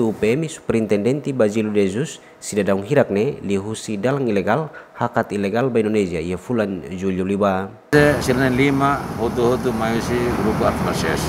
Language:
Tetum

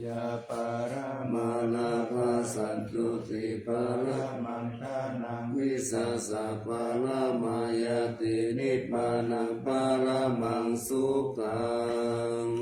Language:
Pali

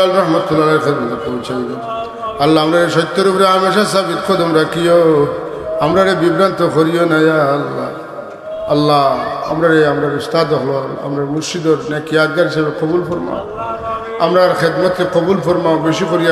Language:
Sylheti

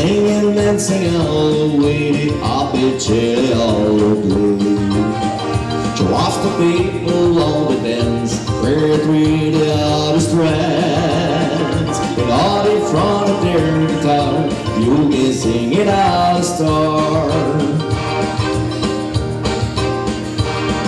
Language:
French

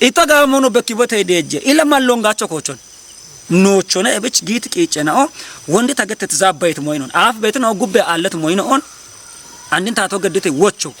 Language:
Kafa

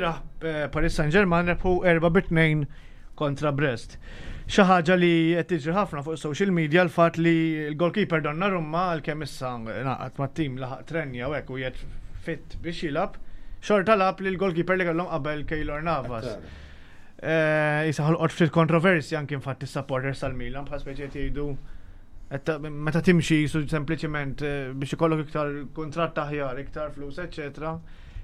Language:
Maltese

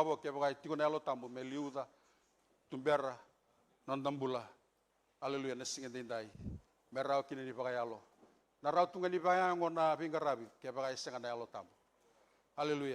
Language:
Fijian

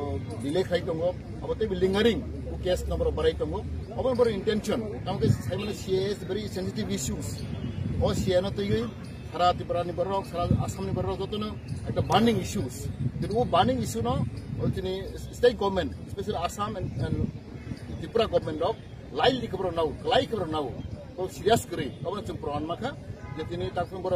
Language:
Kok Borok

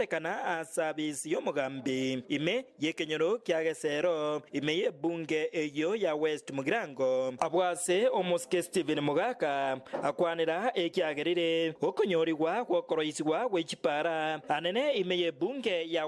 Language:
Gusii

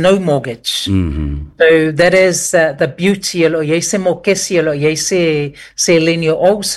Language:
Samoan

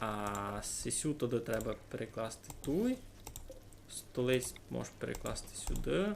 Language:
Rusyn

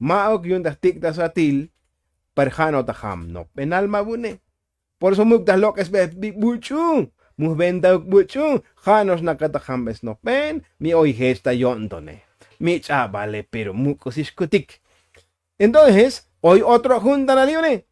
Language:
Tzotzil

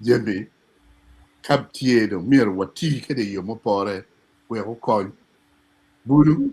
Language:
Acoli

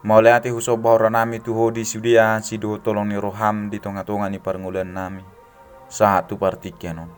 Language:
Batak Toba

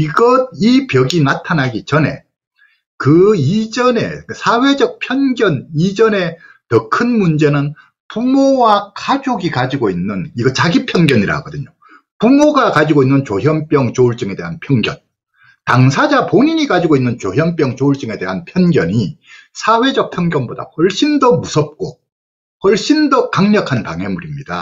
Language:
Korean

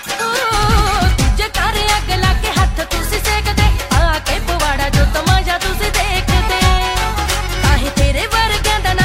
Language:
Punjabi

